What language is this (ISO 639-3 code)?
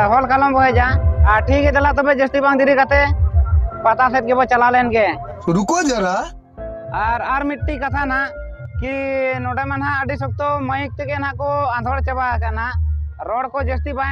sat